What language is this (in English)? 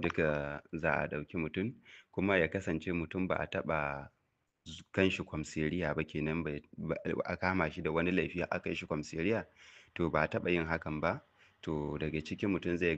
Hausa